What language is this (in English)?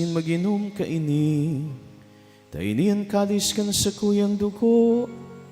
Bikol